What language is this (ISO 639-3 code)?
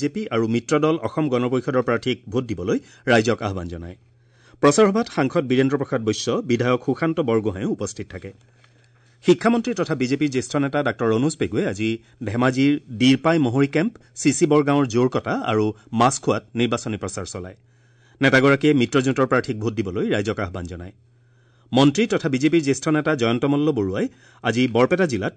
asm